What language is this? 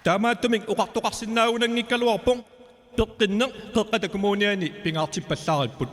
Kalaallisut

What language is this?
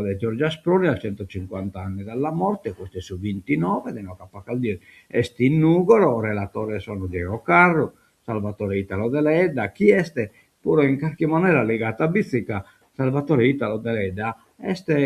Sardinian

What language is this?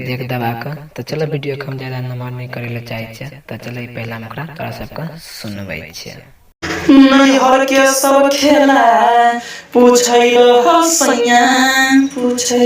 Maithili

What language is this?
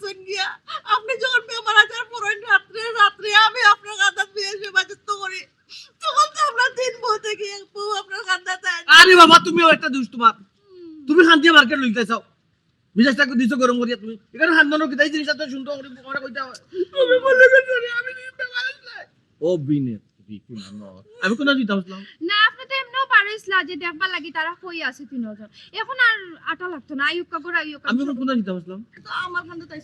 Sylheti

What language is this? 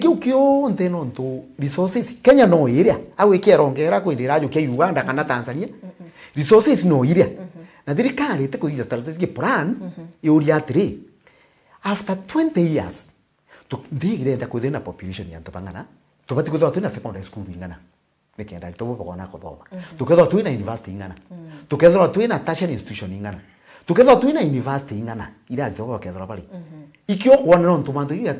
Meru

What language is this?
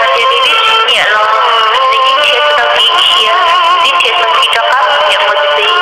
Hmong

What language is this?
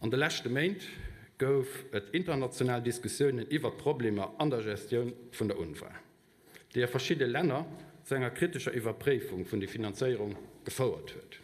Luxembourgish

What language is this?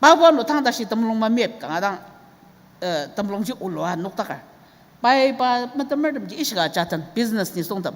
Ao Naga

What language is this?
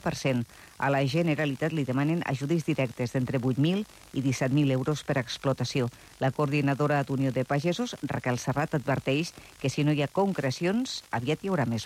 Catalan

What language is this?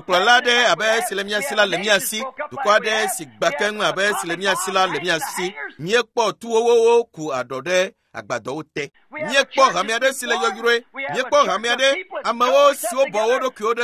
Ewe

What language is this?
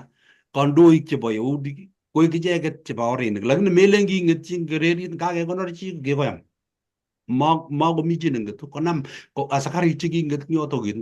Kalenjin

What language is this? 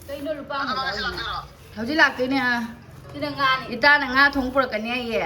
Manipuri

